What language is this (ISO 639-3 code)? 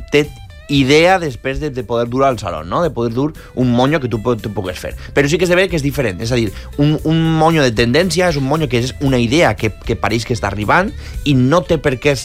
cat